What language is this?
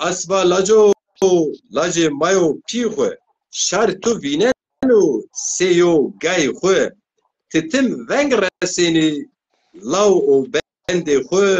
Zaza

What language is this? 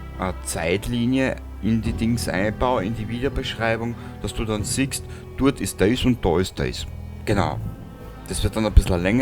Bavarian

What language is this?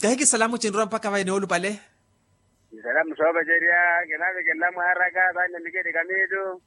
Makhuwa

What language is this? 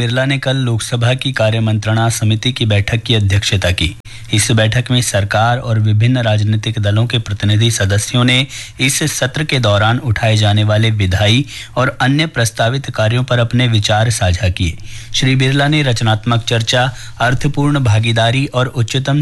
Hindi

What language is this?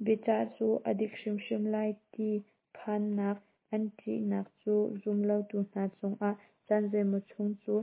Hakha Chin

